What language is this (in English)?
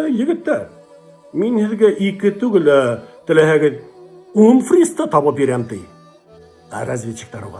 Bashkir